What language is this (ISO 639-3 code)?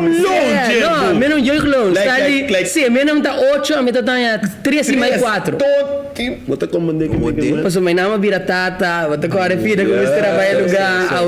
pap